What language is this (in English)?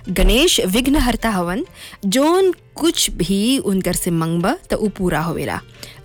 Bhojpuri